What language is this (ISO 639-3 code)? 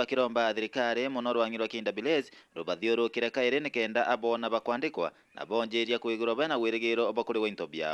mer